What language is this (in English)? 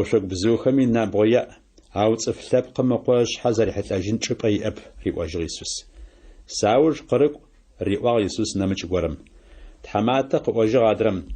Adyghe